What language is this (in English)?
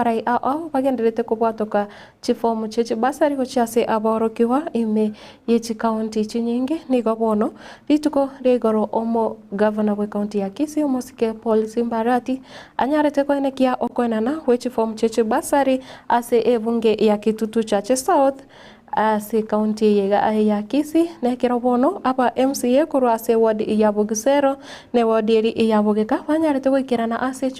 Gusii